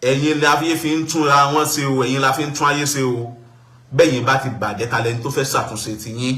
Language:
Yoruba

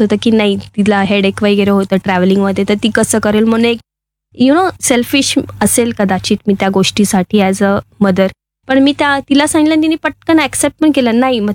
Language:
Marathi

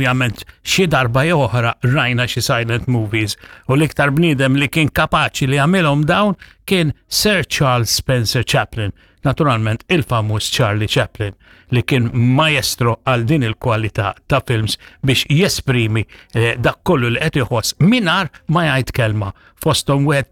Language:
Maltese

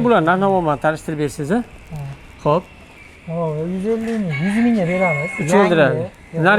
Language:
Uzbek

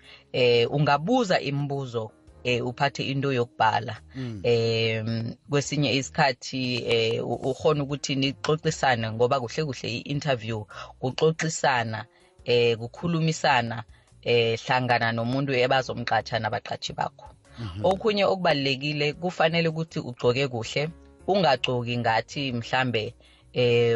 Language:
South Ndebele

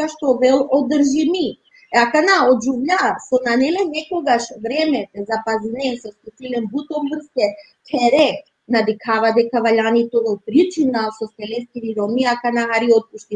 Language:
Balkan Romani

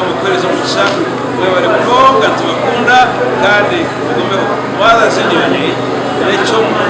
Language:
Nyankole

